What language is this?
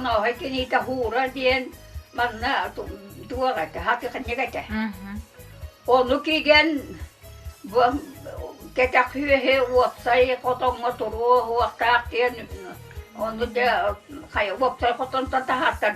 Yakut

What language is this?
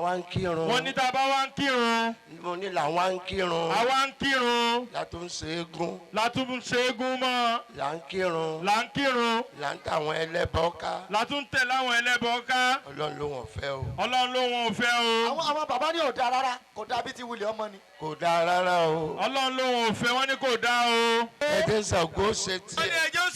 Yoruba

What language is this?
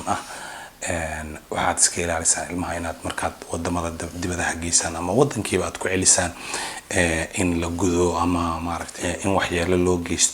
Somali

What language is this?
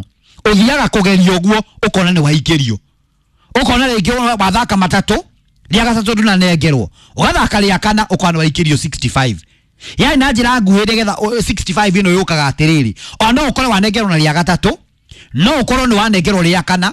Kikuyu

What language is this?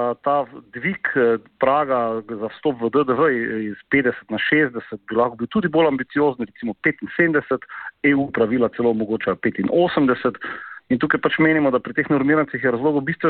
Slovenian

